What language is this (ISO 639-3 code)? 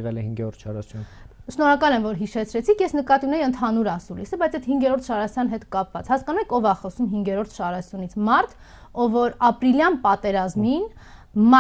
hye